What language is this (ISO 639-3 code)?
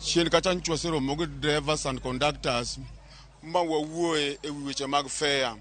luo